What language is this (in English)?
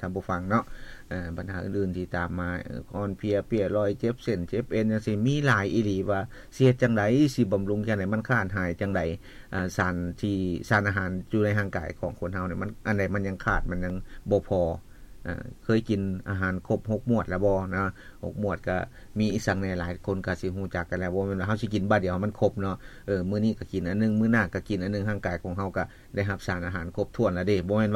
Lao